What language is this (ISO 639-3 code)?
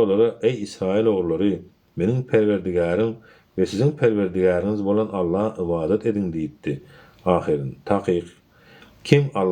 tuk